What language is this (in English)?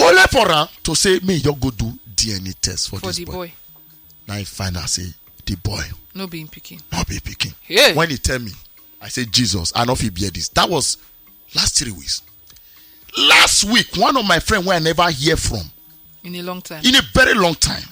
Nigerian Pidgin